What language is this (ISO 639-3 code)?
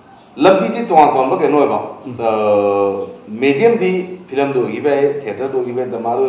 mni